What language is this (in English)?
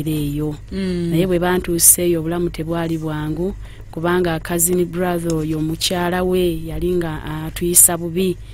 Ganda